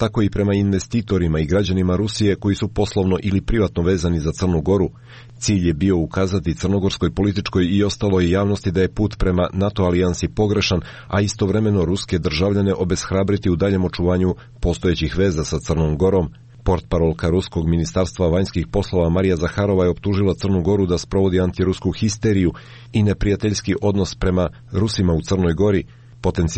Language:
Croatian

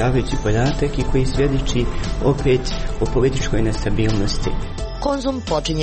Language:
Croatian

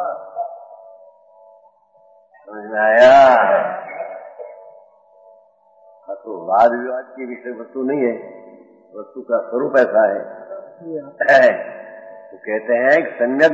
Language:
Hindi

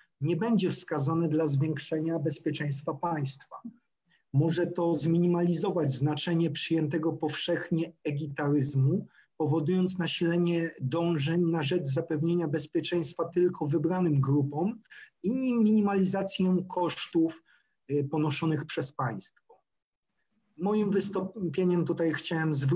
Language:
Polish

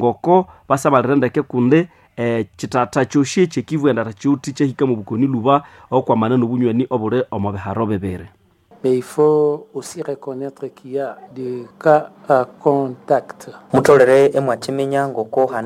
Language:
Nande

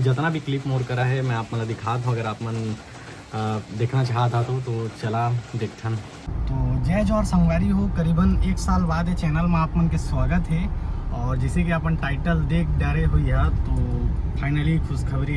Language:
Chhattisgarhi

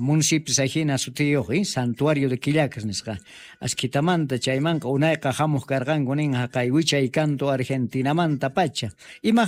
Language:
South Bolivian Quechua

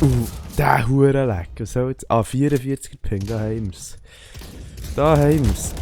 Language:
Swiss German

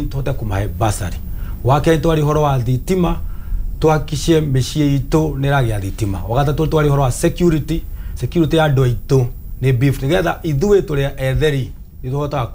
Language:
Kikuyu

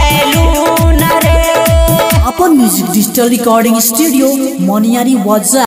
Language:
Bhojpuri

